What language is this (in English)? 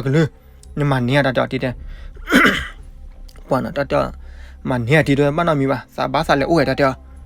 S'gaw Karen